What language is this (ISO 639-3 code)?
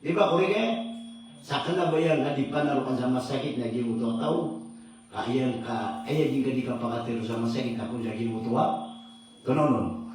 mrw